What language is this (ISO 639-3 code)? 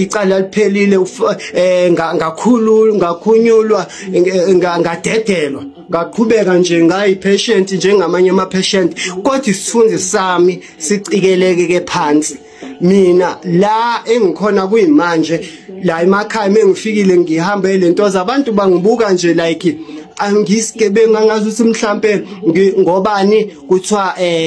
zul